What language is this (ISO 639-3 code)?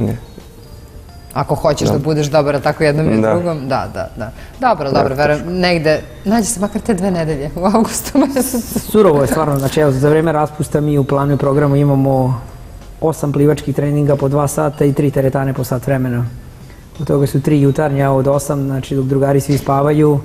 srp